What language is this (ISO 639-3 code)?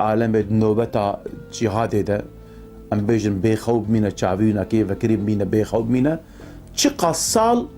kur